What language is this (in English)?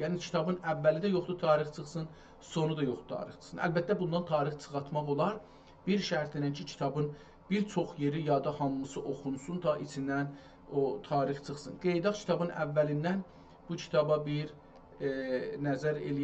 South Azerbaijani